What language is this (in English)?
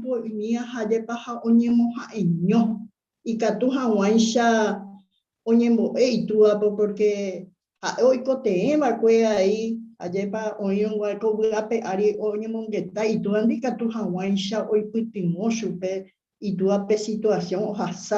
Guarani